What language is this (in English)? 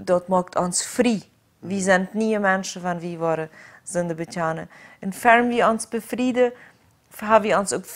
Plautdietsch